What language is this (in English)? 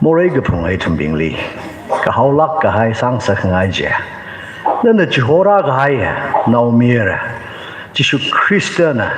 Tangkhul Naga (India)